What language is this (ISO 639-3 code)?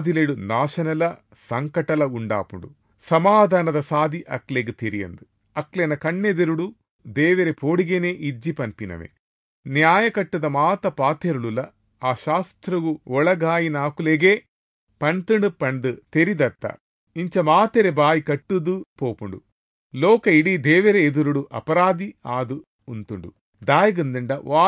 tcy